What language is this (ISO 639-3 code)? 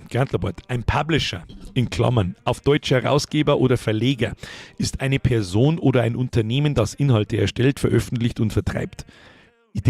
bar